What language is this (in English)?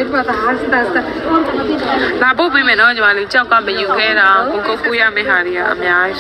Burmese